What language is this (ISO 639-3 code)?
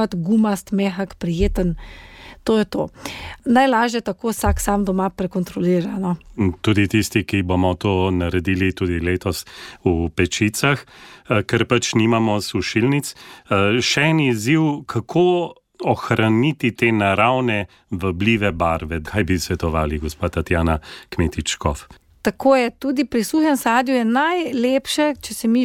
slv